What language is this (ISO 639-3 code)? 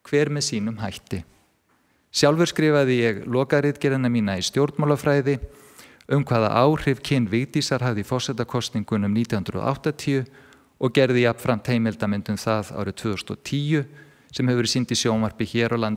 isl